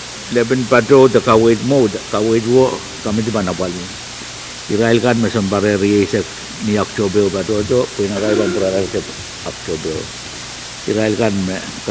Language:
Pohnpeian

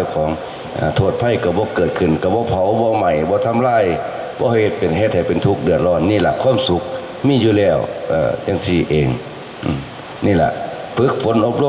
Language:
Lao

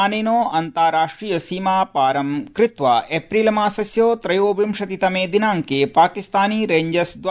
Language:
Sanskrit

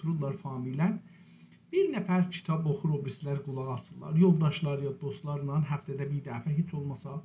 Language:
South Azerbaijani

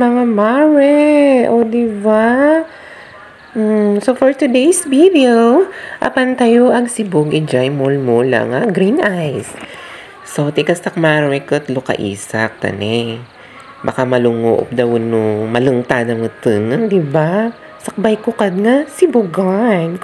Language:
Iloko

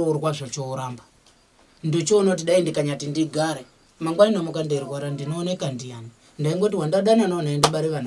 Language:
Shona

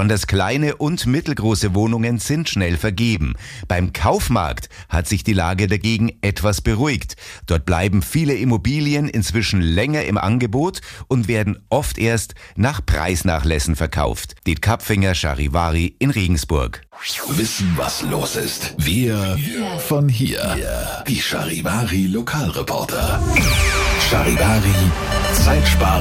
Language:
German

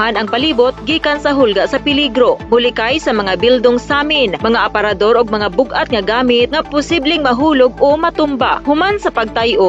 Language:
Cebuano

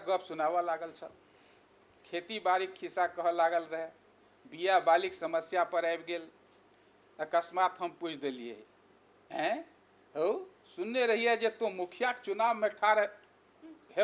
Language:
Maithili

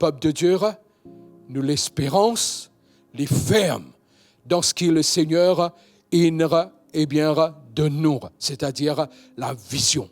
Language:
Morisyen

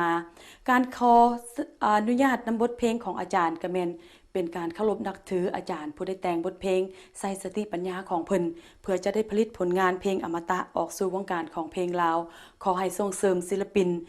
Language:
Lao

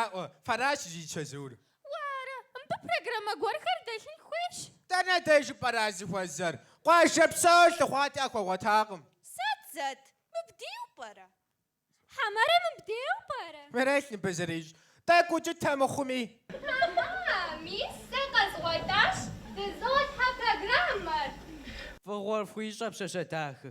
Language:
Kabardian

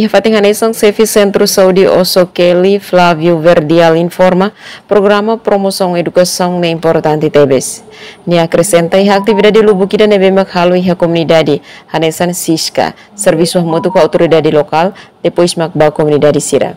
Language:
Tetum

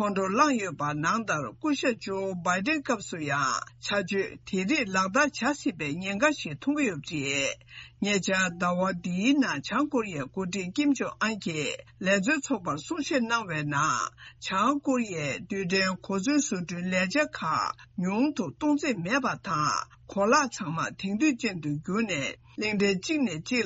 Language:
Tibetan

